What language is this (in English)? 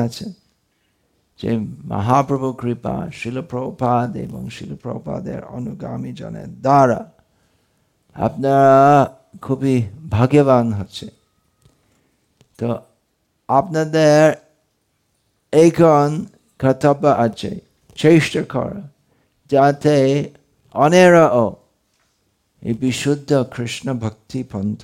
Bangla